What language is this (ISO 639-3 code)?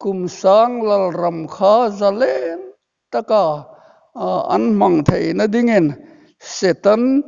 hmr